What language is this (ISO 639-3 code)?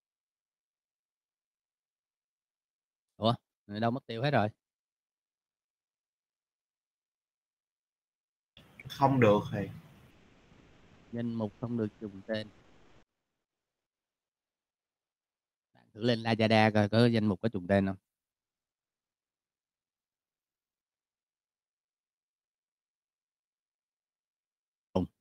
vie